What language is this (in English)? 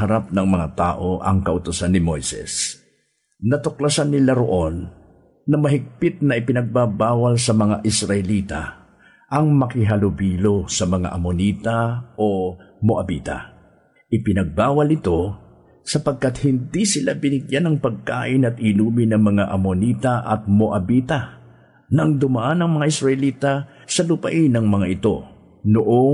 Filipino